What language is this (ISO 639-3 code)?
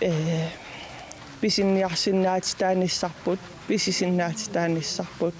kal